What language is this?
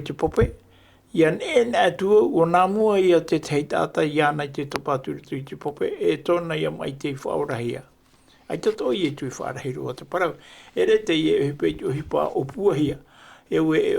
Tahitian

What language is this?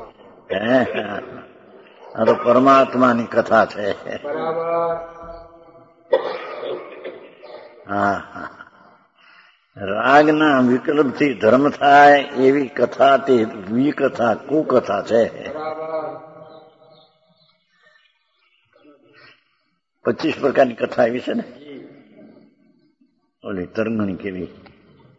Gujarati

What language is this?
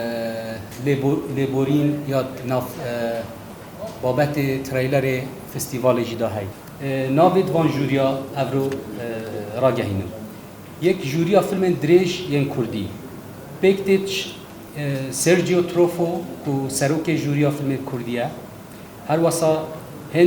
Kurdish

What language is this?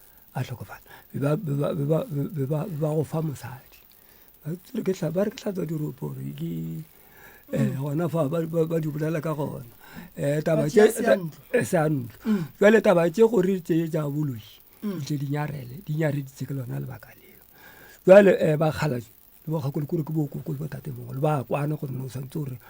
Northern Sotho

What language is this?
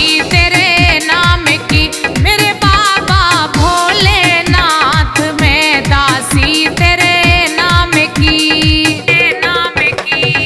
Hindi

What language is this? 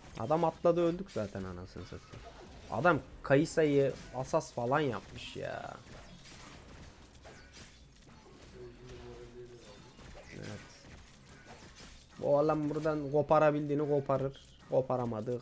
Turkish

